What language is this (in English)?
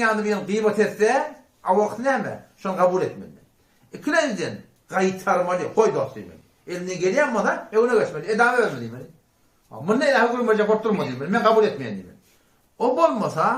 Turkmen